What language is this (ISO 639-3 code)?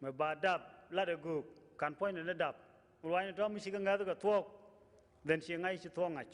nus